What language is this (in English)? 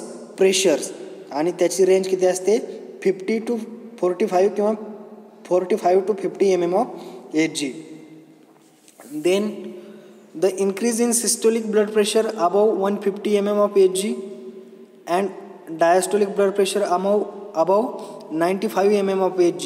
Marathi